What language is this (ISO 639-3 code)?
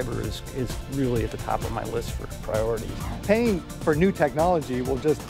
eng